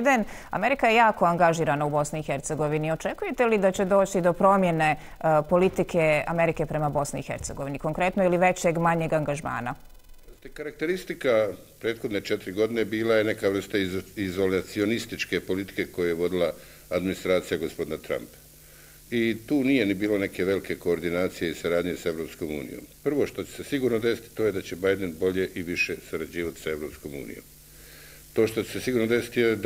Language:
Bosnian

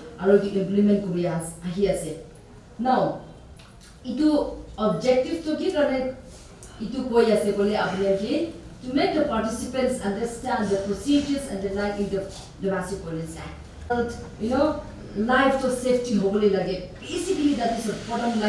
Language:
Naga Pidgin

